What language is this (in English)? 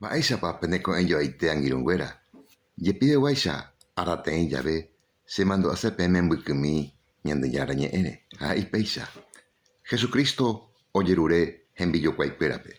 Guarani